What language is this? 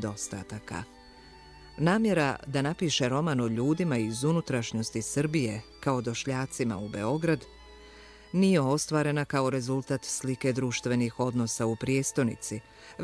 Bosnian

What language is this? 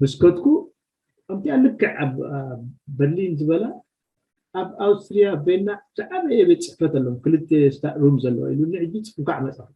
Tigrinya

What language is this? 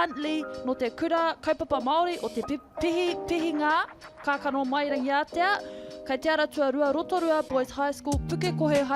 Māori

